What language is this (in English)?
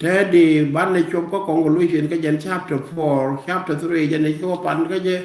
Nuer